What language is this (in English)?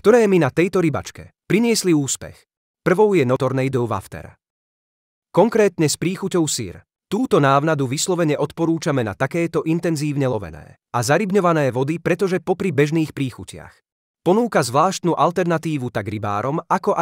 Slovak